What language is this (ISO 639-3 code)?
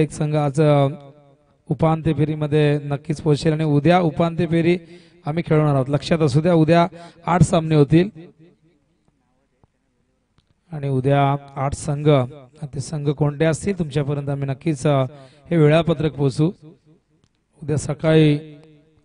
mar